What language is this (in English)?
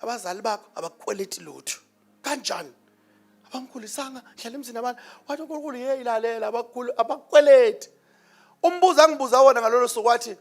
Zulu